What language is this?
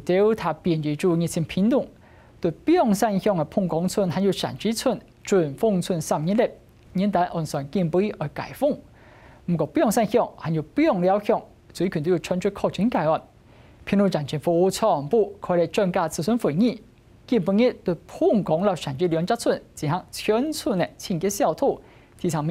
Hakka Chinese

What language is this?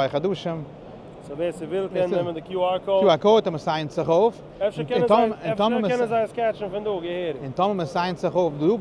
Yiddish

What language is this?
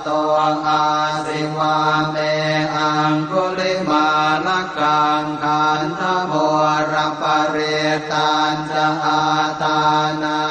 Pali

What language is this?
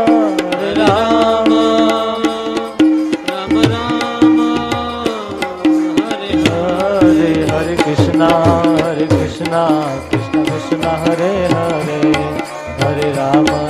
Gujarati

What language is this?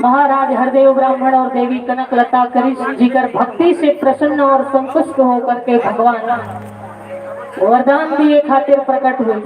Chhattisgarhi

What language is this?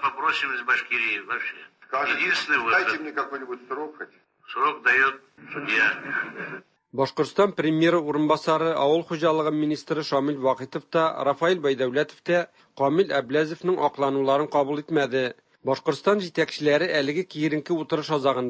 Tatar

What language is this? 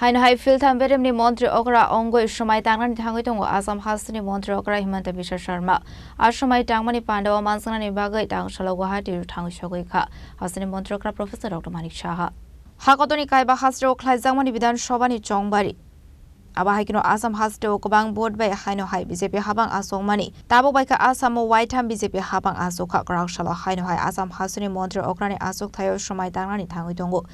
Kok Borok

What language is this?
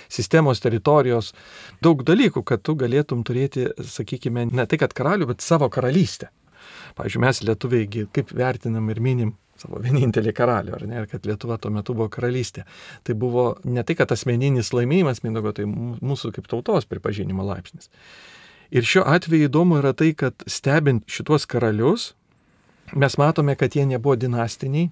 Lithuanian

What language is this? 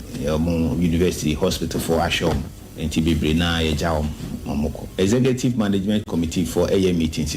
Akan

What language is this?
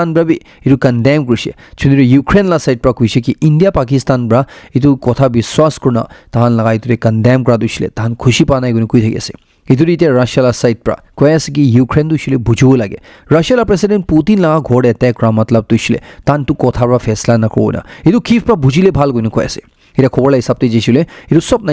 Naga Pidgin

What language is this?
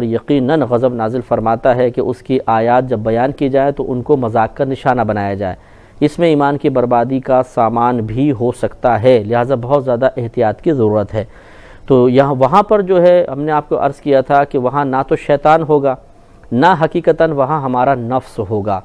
Urdu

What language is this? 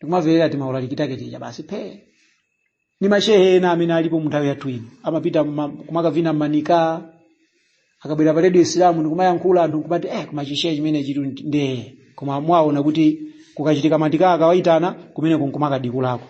Nyanja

